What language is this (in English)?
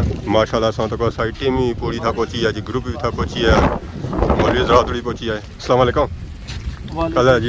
Pahari-Potwari